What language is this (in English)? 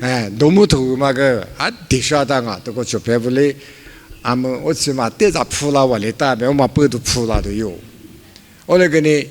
Lisu